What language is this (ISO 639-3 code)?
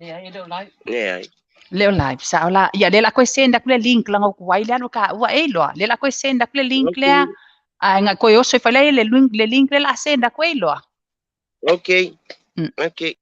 smo